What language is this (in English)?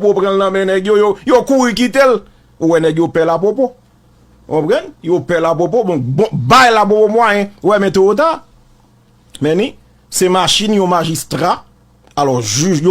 Haitian Creole